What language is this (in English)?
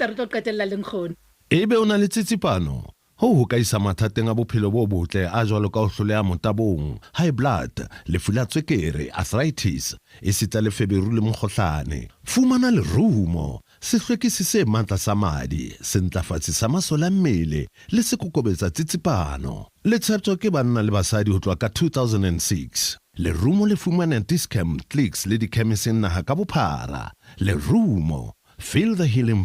Southern Sotho